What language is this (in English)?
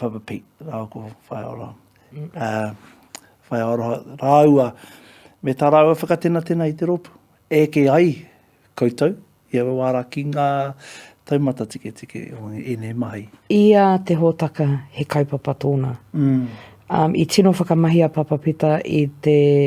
Māori